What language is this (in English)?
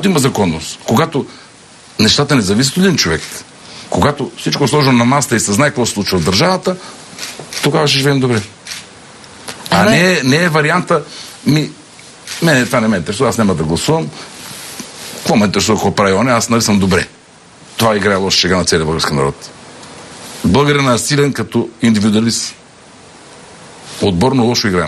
Bulgarian